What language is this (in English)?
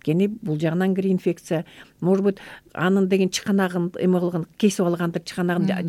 Kyrgyz